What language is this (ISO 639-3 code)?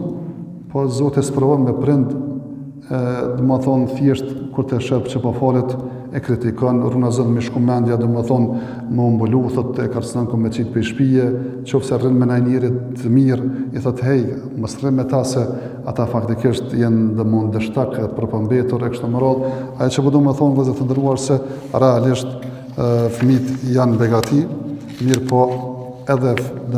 sqi